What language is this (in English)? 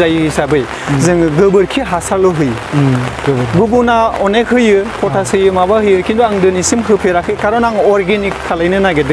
Bodo